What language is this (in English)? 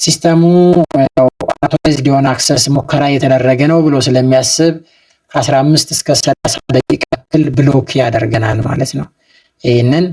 Amharic